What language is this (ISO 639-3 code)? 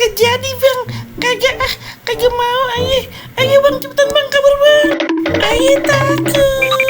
bew